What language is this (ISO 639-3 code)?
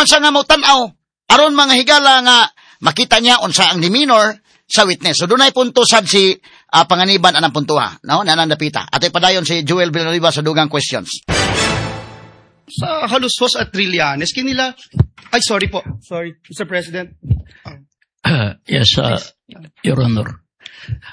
ceb